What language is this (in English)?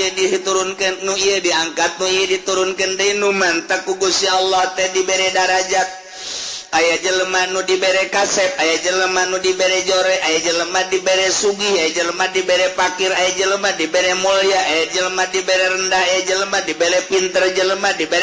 Sundanese